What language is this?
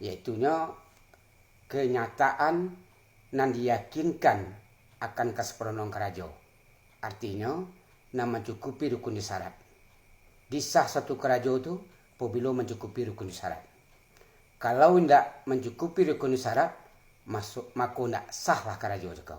Minangkabau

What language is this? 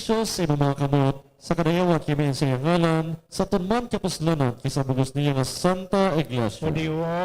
Hiligaynon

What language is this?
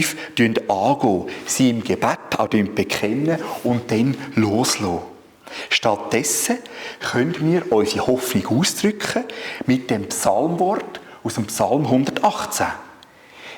Swiss German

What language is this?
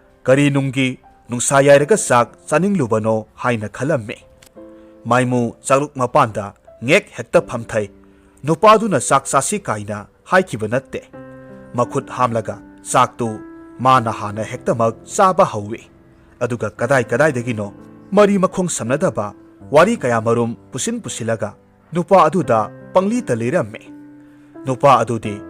Manipuri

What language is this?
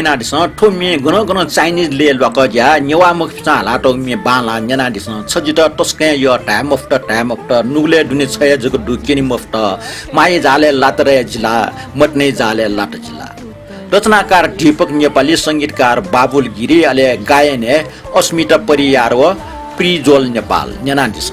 Newari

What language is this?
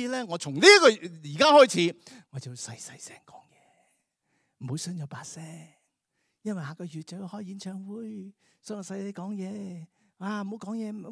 Cantonese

